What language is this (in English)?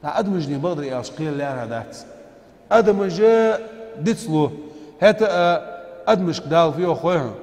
Ingush